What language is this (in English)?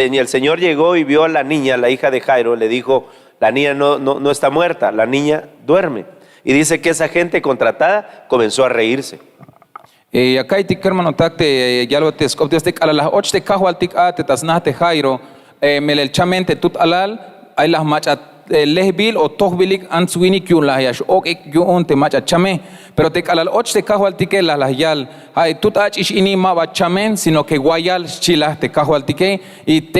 Tzeltal